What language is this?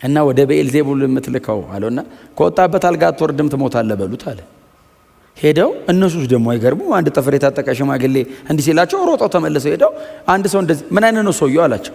Amharic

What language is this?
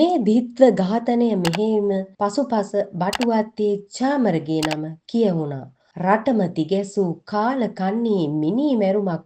Sinhala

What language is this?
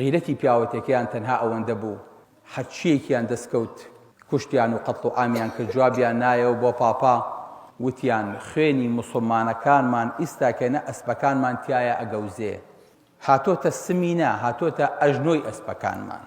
Central Kurdish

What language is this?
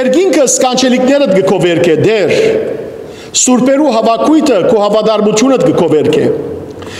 Western Armenian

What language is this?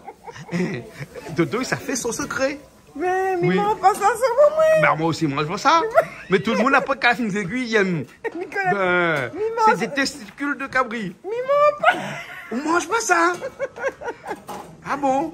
Réunion Creole French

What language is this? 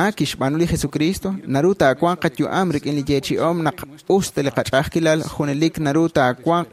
Kekchí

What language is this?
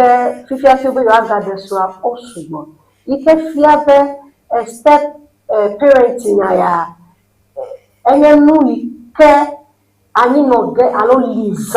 Ewe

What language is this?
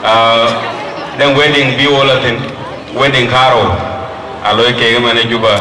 Dinka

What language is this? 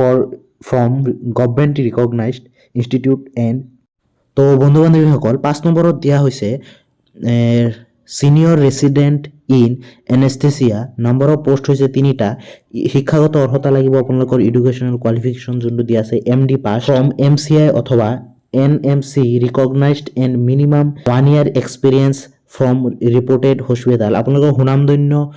Assamese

